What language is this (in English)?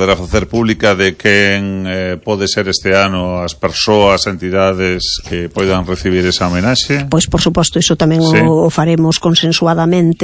Galician